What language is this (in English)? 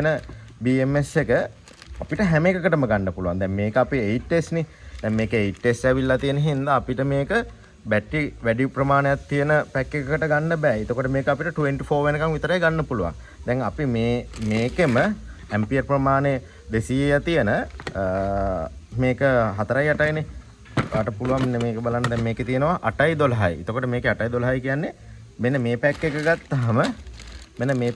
Sinhala